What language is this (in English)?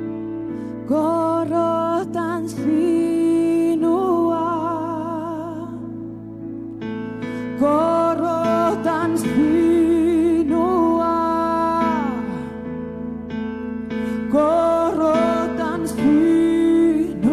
Finnish